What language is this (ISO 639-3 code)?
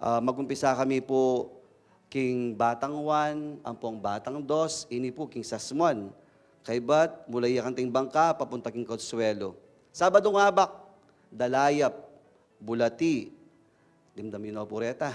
pam